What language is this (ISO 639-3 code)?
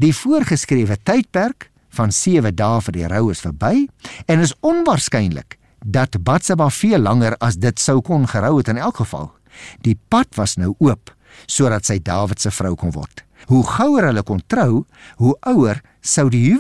afr